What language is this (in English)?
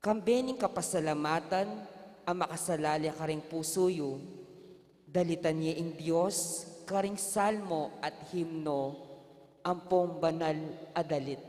Pampanga